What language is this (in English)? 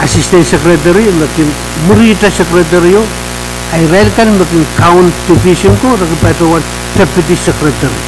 Pohnpeian